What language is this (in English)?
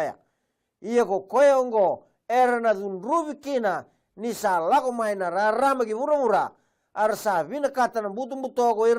Fijian